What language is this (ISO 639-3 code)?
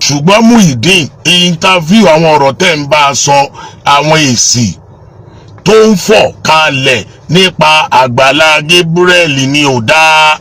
yor